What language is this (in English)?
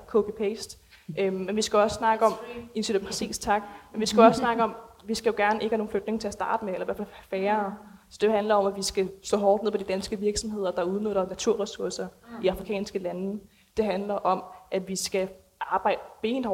Danish